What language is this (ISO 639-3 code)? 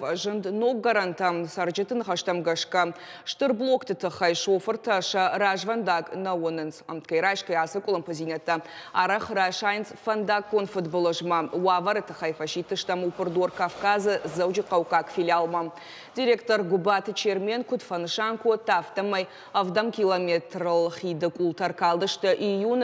oss